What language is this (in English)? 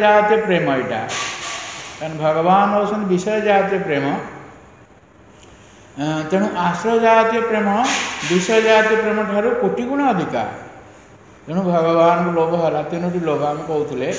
Odia